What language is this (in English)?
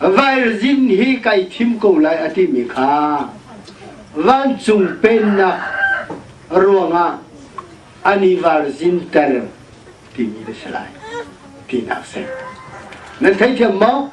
Hakha Chin